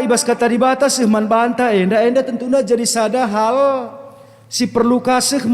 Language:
Batak Karo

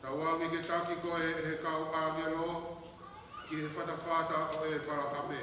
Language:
Tongan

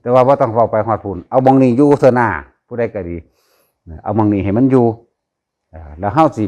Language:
Northeastern Thai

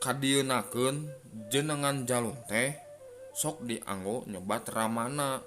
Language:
Sundanese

